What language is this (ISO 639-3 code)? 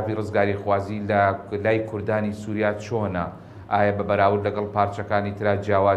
ckb